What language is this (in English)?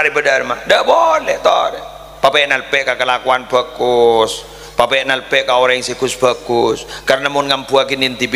Madurese